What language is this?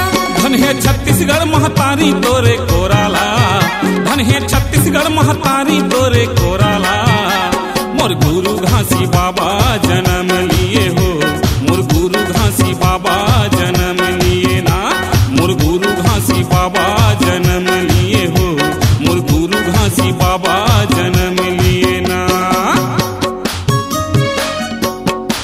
Chhattisgarhi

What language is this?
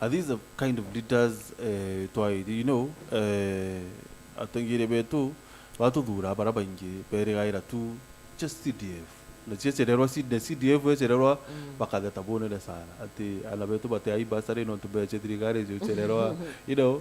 Meru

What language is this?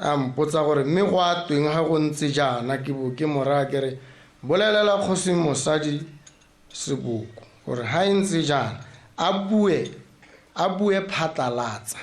Tswana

